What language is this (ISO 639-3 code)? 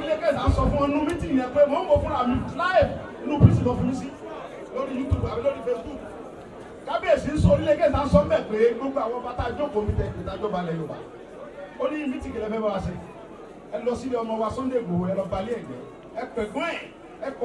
yor